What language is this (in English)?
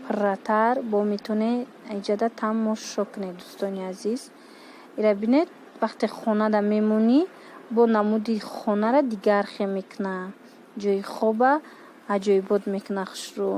Tajik